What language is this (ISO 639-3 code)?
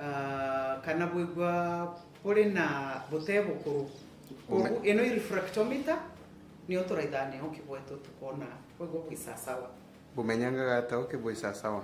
mer